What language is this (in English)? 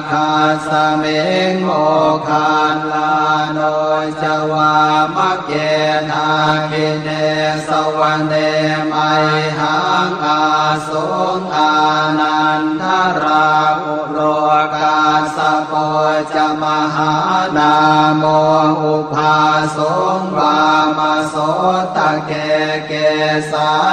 Pali